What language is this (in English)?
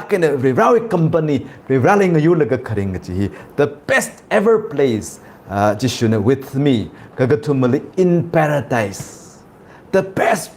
Tangkhul Naga (India)